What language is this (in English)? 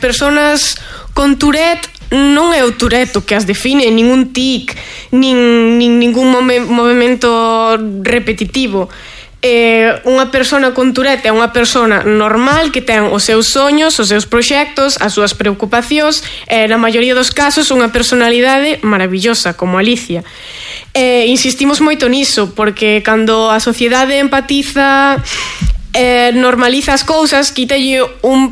Galician